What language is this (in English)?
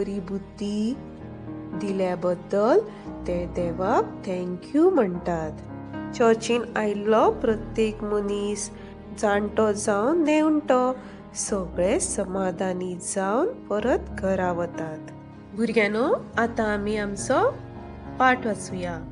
Konkani